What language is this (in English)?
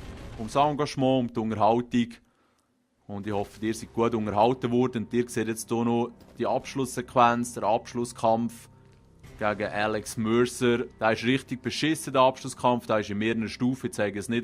Swiss German